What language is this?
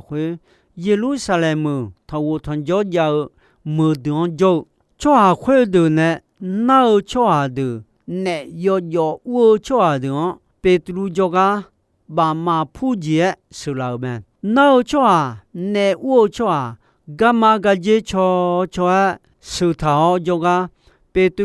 Akha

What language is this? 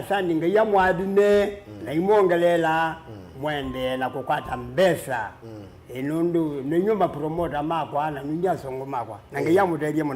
Kamba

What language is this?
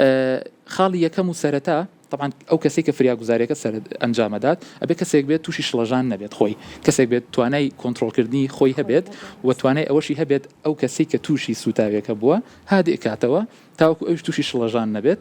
Central Kurdish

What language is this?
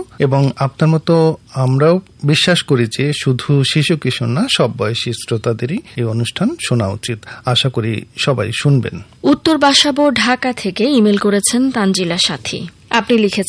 Bangla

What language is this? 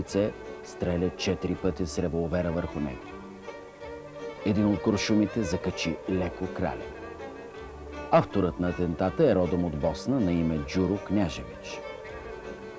Bulgarian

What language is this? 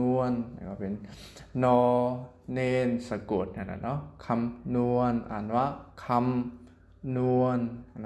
Shan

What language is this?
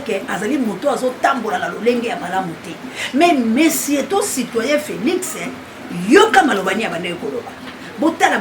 Lingala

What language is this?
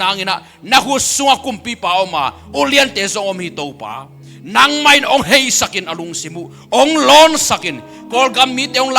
Tedim Chin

